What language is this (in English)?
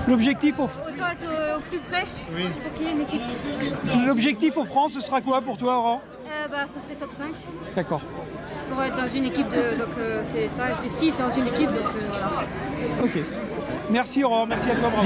French